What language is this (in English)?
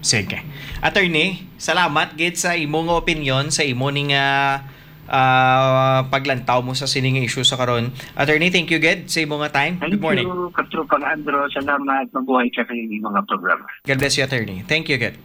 Hiligaynon